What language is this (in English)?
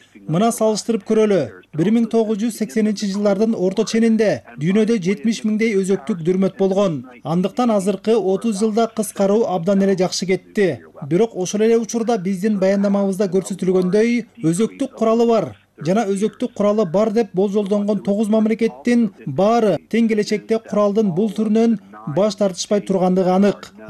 Kyrgyz